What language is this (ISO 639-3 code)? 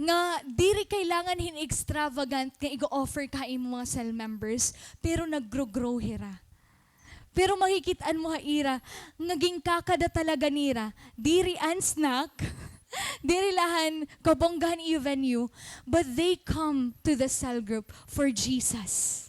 war